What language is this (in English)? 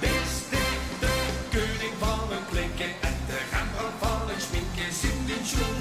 Limburgish